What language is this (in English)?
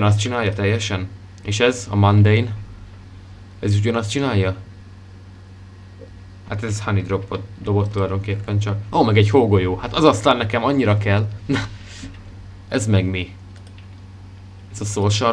Hungarian